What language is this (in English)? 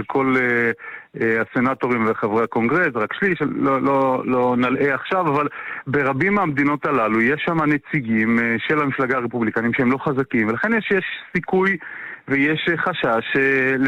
Hebrew